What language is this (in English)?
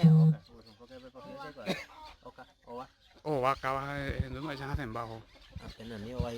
Guarani